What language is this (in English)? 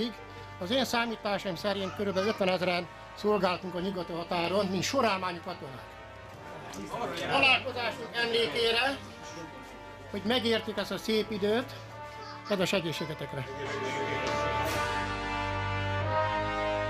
Hungarian